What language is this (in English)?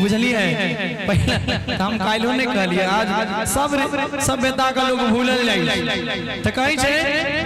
Maithili